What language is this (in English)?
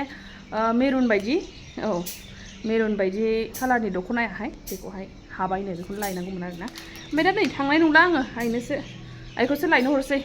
Bodo